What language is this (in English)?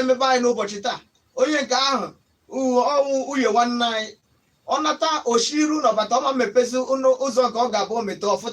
Igbo